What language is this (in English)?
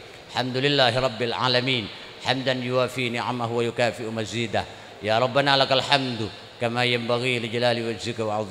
Madurese